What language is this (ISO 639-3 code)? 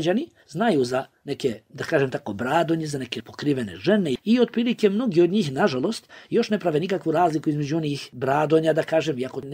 bos